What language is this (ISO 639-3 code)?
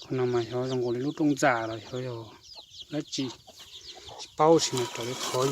hmn